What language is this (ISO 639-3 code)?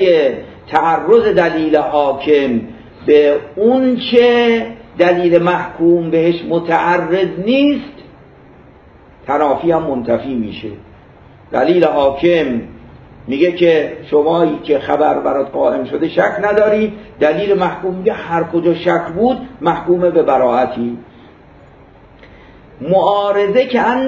fas